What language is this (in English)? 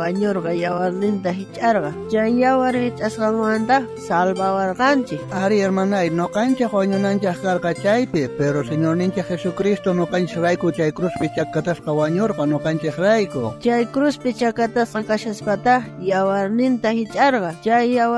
South Bolivian Quechua